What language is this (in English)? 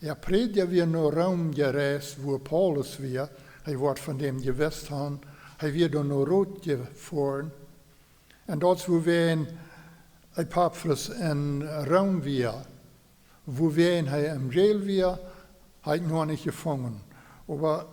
Plautdietsch